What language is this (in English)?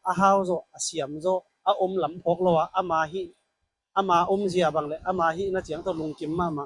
Tedim Chin